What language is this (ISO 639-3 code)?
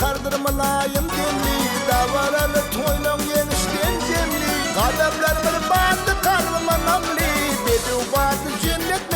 tuk